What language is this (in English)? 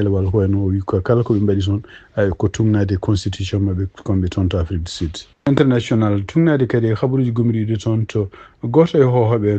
Fula